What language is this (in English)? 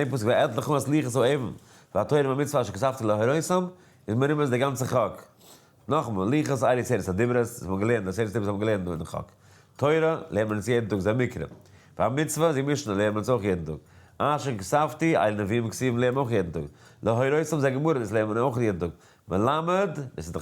Yiddish